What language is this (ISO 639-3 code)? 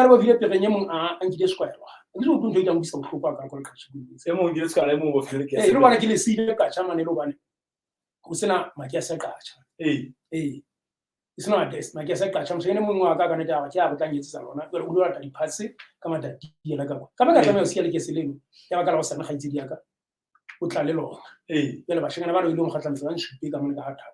sot